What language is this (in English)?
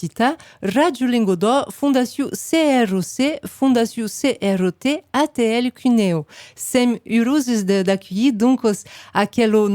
Occitan